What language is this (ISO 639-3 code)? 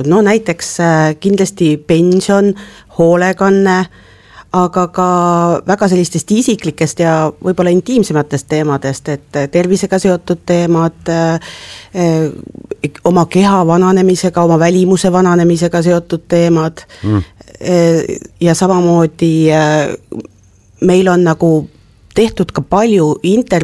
est